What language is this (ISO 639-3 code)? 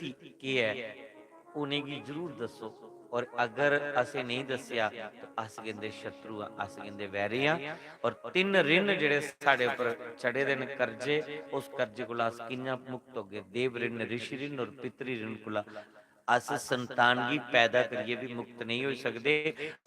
doi